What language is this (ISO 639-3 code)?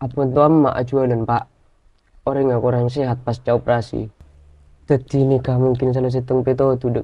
mad